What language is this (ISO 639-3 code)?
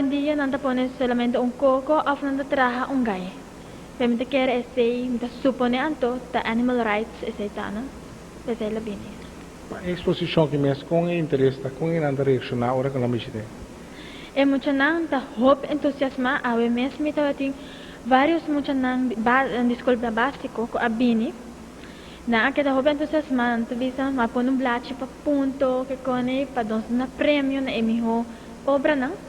pap